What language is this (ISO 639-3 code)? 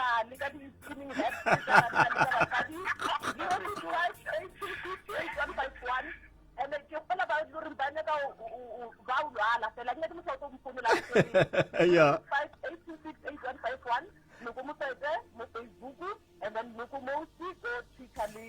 nso